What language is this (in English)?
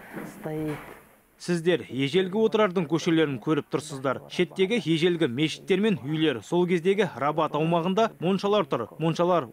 Kazakh